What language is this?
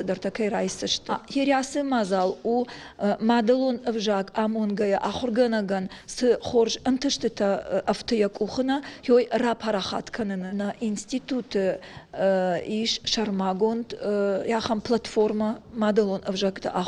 Ossetic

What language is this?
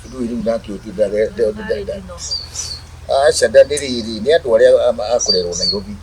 Kikuyu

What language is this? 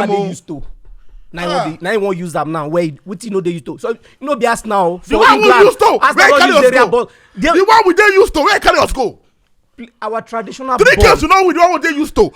Nigerian Pidgin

